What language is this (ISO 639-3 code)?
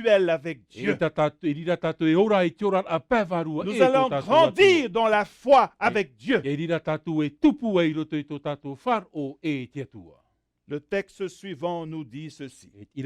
tah